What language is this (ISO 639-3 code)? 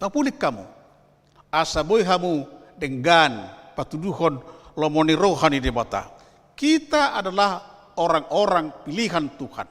bbc